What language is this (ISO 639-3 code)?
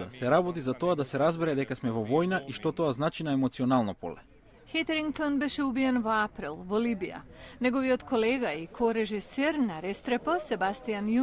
mkd